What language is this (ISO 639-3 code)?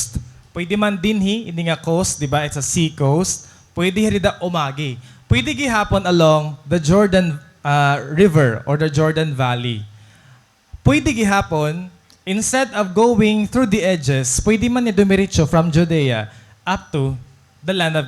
war